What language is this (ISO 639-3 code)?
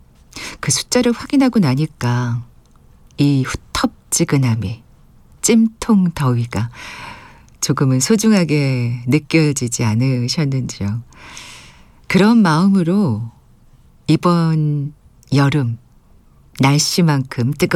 kor